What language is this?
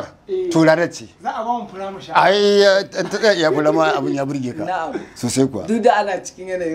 Hausa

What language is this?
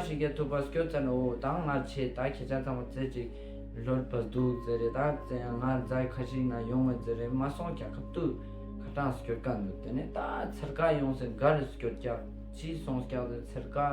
Ladakhi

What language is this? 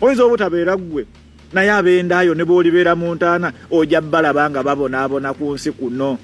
Ganda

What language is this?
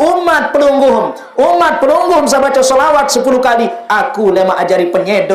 Sasak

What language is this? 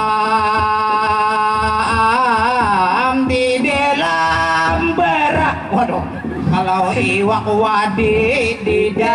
Banjar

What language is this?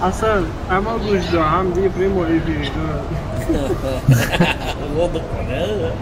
Ingush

